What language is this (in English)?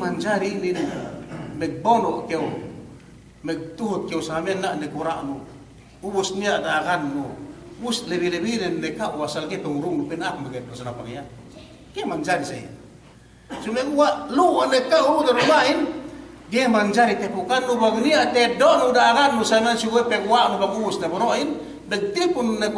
Yakan